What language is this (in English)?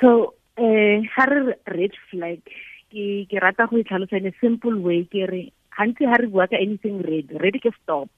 Tswana